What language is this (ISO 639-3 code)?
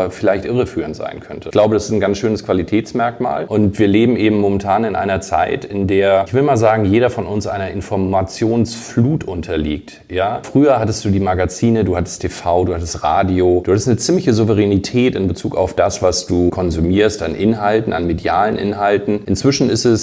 deu